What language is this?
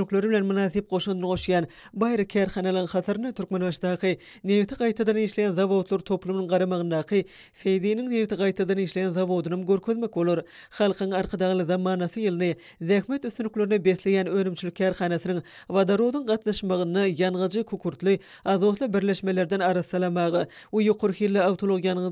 Turkmen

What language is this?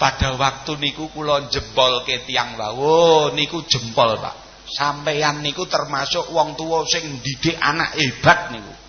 Javanese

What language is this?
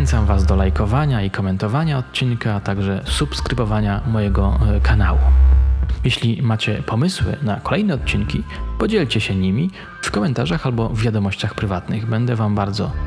Polish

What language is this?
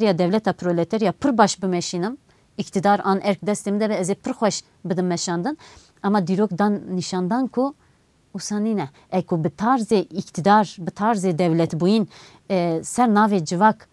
Kurdish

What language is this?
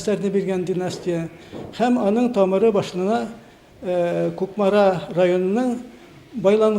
Tatar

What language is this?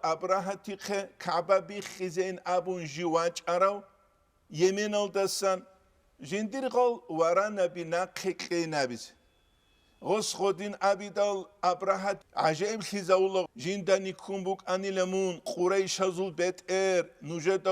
Avaric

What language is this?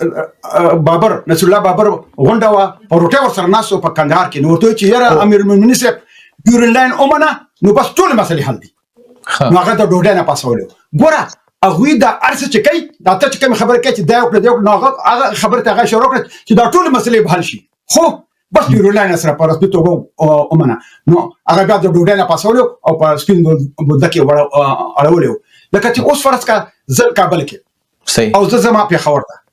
Pashto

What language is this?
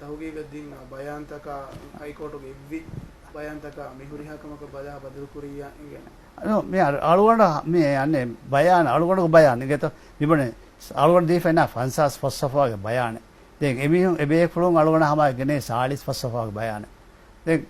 Divehi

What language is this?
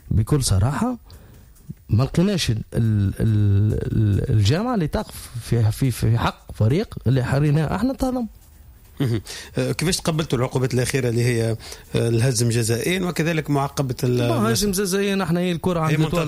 Tunisian Arabic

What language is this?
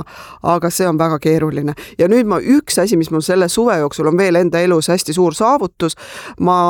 Estonian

